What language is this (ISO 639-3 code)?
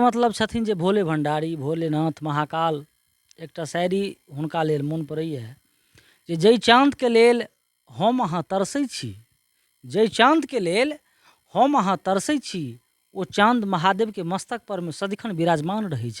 mai